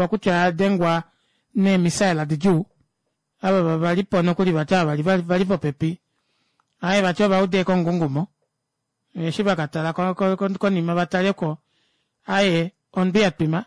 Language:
Kuanyama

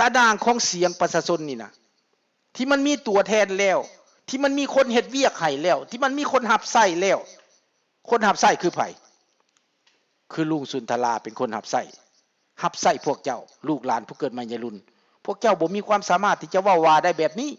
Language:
Lao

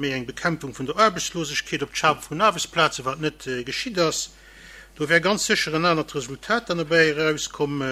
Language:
Luxembourgish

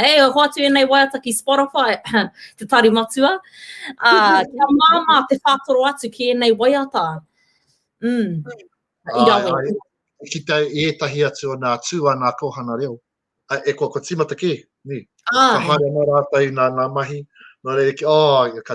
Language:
Māori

